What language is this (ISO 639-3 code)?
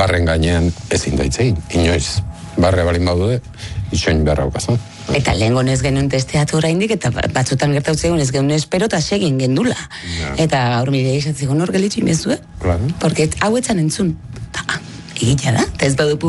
eus